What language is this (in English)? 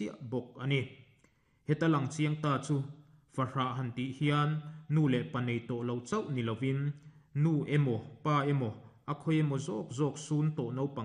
Mizo